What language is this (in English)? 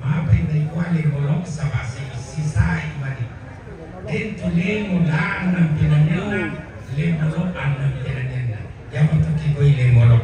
Toraja-Sa'dan